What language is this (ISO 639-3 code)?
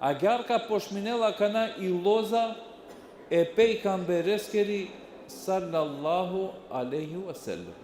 rmn